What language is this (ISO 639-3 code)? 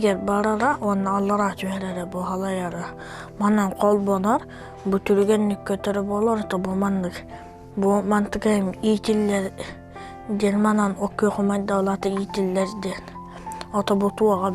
sah